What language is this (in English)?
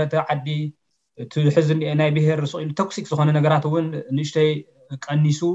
Tigrinya